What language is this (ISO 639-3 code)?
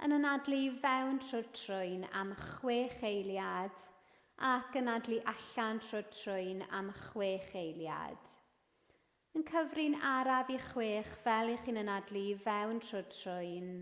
cym